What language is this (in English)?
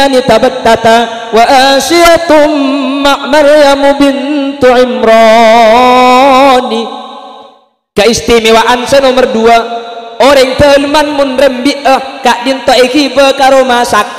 Madurese